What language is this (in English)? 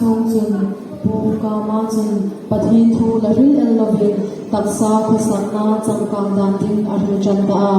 Hmar